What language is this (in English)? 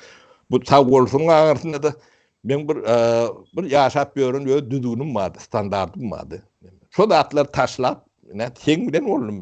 Turkmen